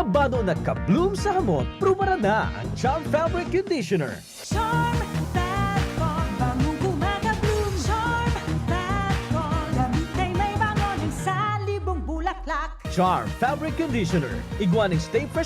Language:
Bikol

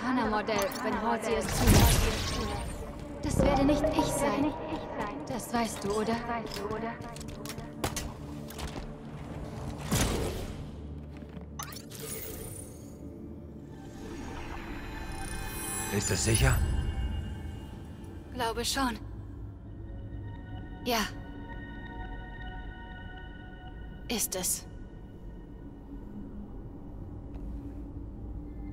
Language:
German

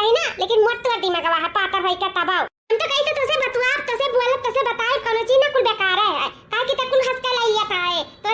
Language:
Awadhi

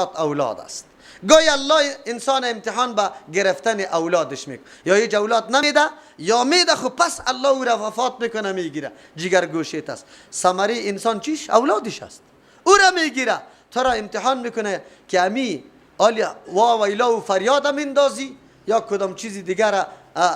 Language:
Persian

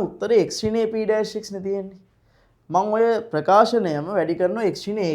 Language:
Sinhala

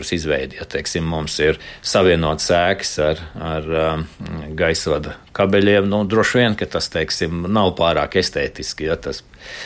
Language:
Latvian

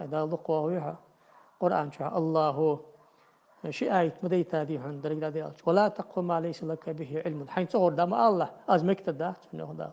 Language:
Ingush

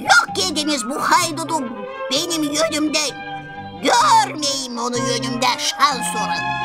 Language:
Gagauz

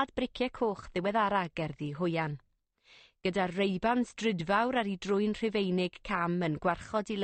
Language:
Welsh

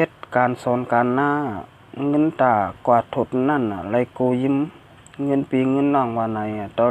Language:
Shan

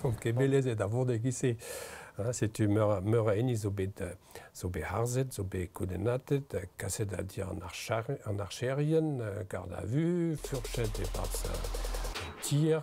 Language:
Breton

